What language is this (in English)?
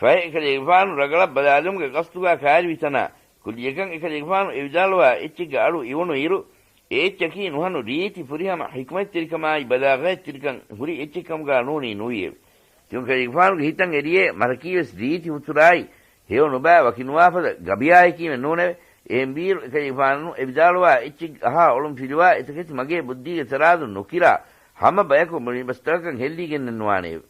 Divehi